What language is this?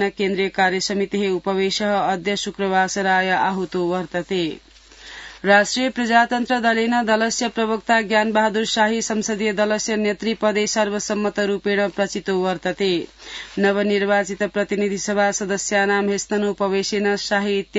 Sanskrit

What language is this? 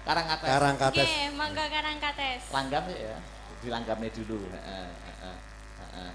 Javanese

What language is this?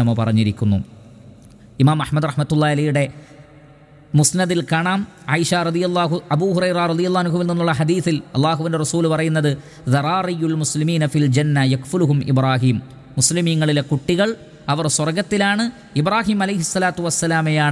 Malayalam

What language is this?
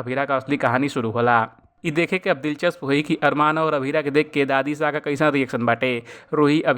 Bhojpuri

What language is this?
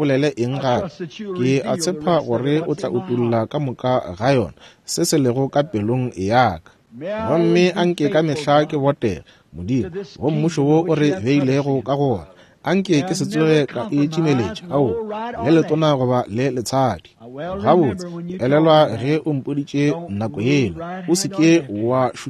Northern Sotho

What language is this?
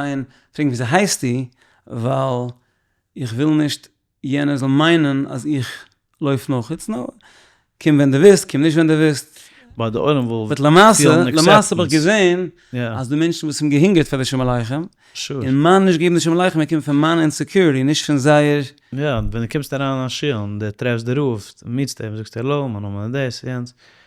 Yiddish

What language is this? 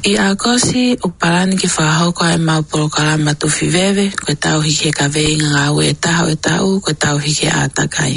Tongan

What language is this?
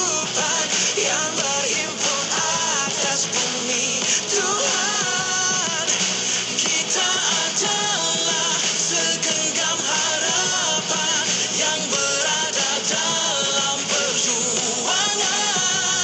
Malay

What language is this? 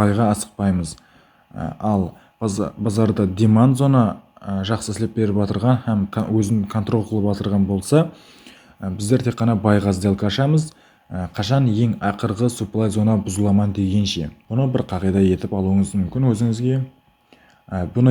Kara-Kalpak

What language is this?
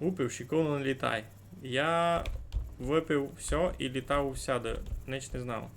Rusyn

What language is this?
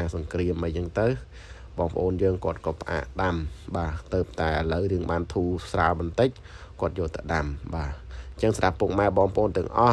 Khmer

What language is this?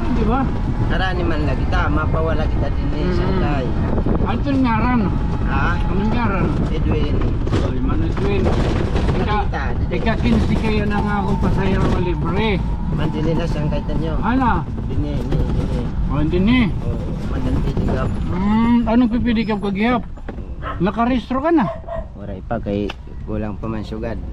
Waray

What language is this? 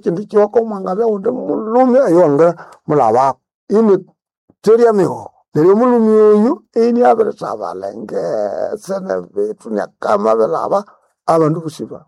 Nande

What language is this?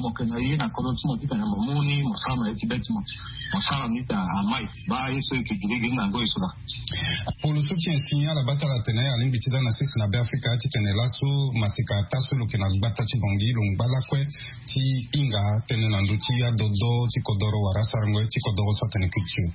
Sango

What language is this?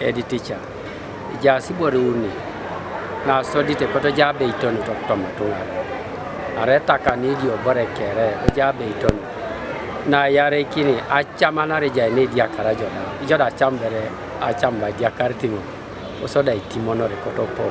Teso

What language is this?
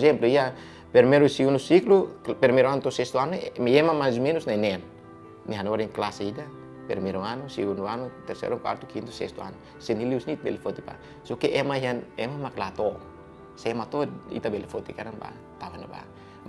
Tetum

